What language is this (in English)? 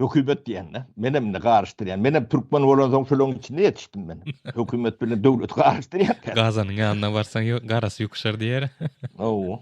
Turkmen